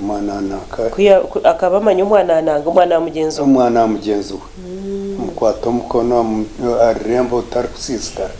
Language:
Nyankole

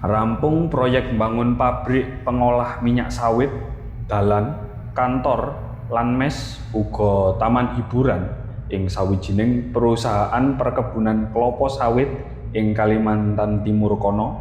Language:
Javanese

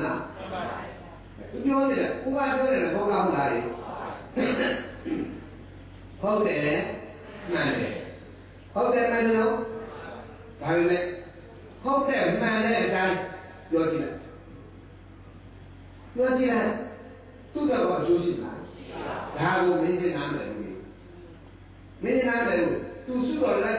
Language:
Burmese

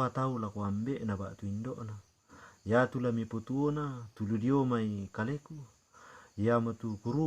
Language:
Toraja-Sa'dan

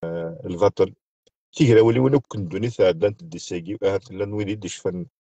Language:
Kabyle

